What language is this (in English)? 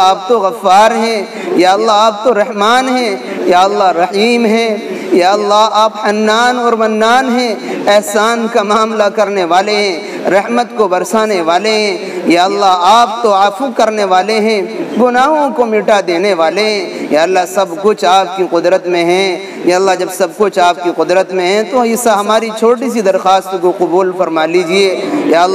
Urdu